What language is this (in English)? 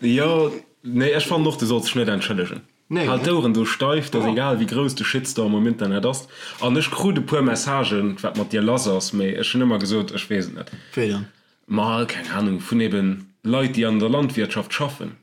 Luxembourgish